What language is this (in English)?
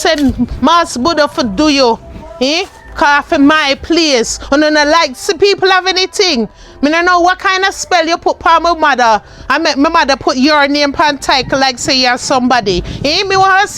Jamaican Creole English